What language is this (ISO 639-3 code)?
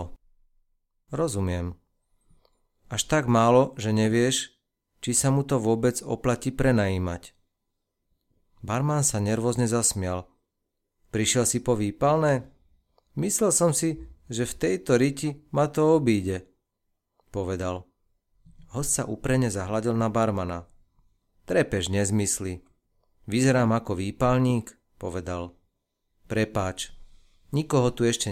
slk